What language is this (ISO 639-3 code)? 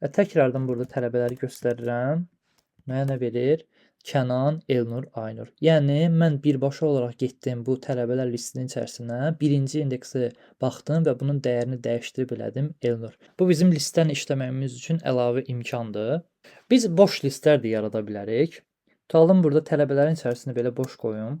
aze